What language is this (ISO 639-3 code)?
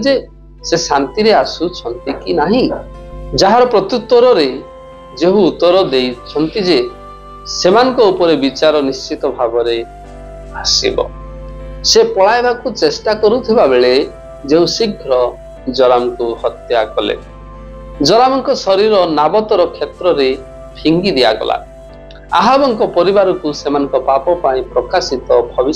ori